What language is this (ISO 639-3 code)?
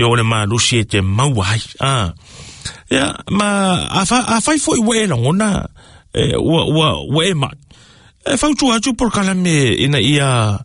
smo